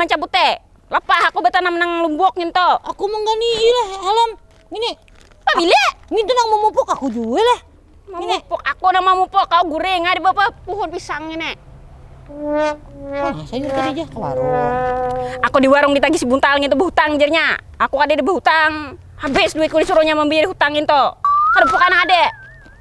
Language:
Banjar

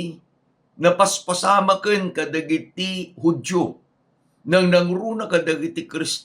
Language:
Iloko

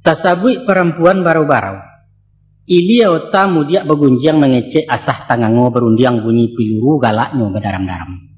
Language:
Minangkabau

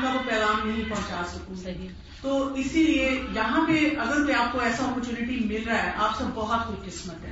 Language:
Urdu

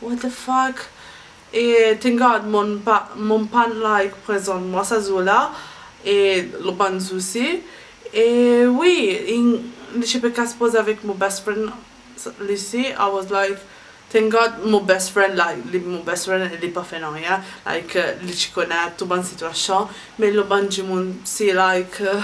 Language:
Morisyen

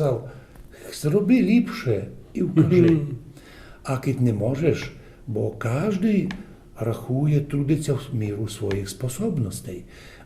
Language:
Rusyn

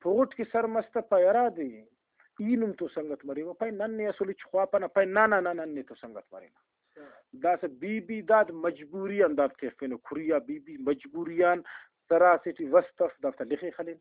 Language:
Brahui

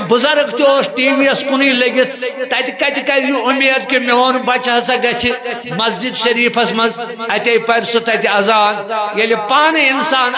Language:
Kashmiri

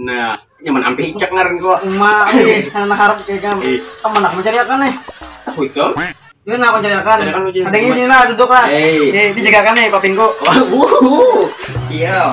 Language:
Banjar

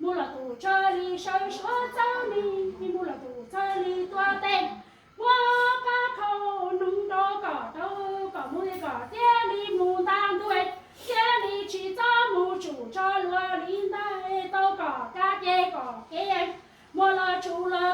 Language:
Hmong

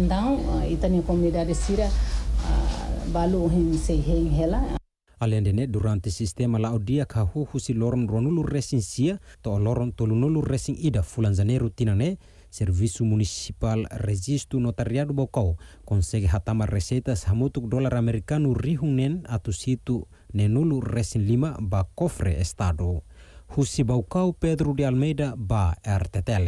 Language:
Tetum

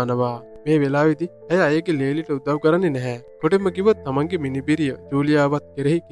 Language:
Sinhala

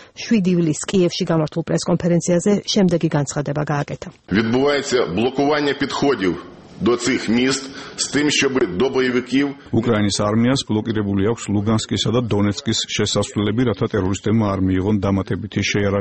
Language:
Georgian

